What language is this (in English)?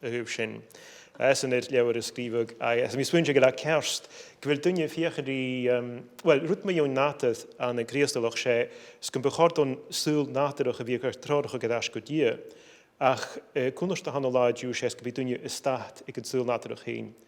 Scottish Gaelic